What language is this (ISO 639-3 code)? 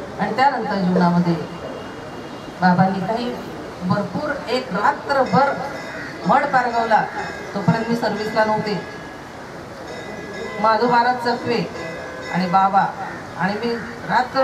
mar